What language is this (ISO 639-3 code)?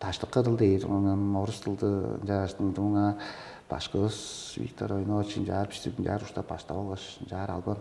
tyv